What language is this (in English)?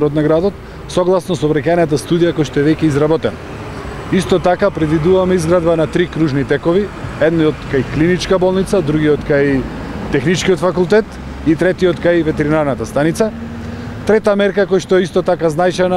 Macedonian